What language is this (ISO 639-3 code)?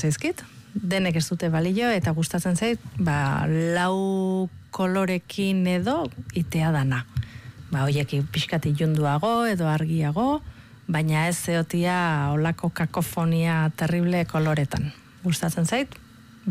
eus